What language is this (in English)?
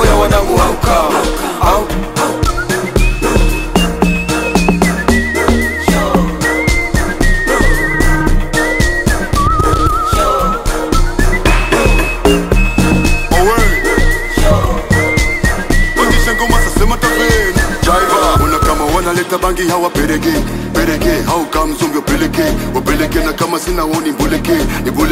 Swahili